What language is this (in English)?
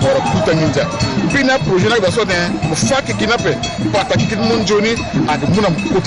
Sango